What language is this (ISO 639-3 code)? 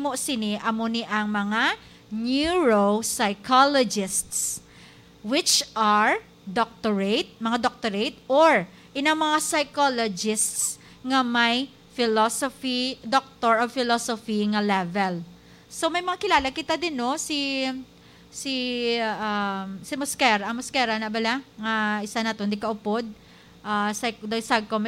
hil